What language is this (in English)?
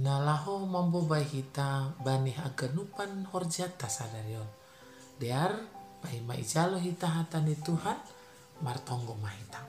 Batak Simalungun